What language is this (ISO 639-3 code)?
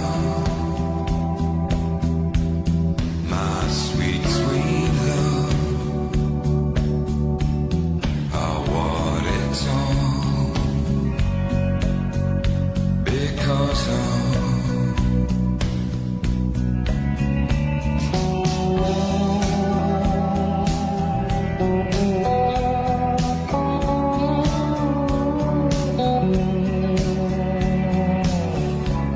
eng